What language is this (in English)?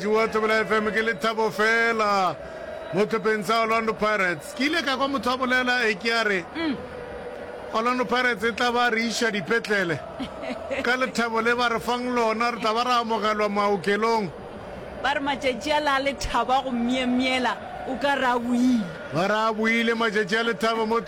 Northern Sotho